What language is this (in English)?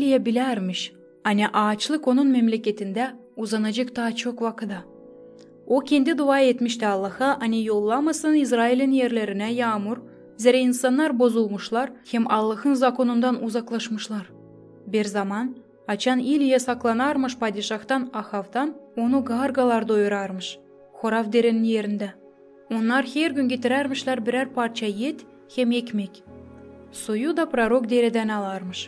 Gagauz